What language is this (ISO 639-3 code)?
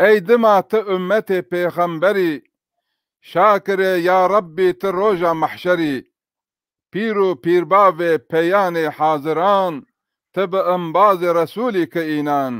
zza